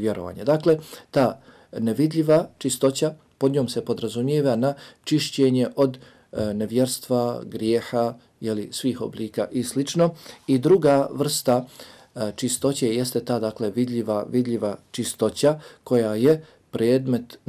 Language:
Bosnian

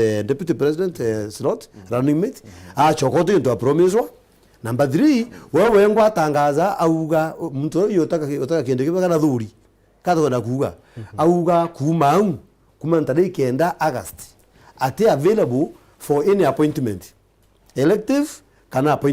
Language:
Meru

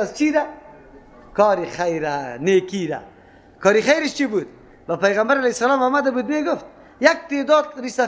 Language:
Persian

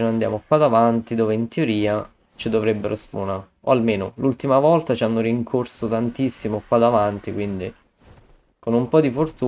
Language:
Italian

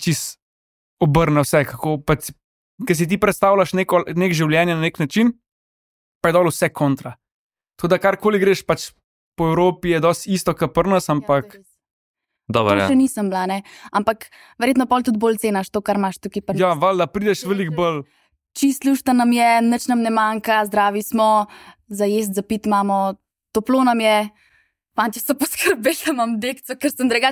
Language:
Slovenian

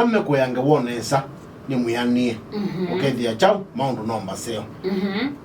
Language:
Kamba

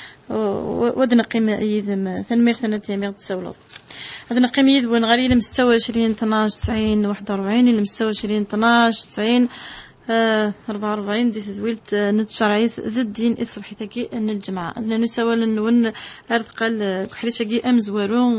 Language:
Kabyle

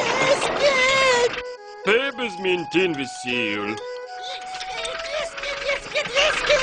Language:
Breton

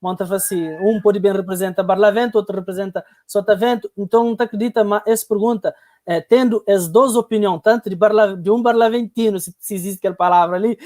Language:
Kabuverdianu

